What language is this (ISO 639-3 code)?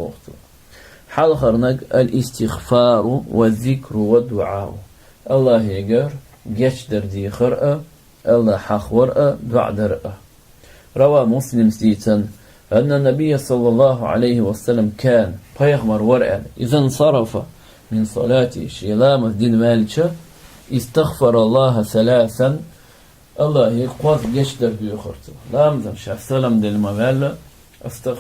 che